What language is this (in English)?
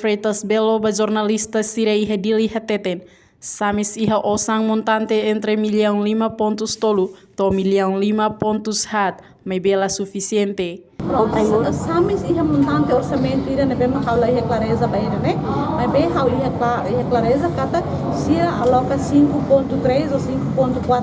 Tetum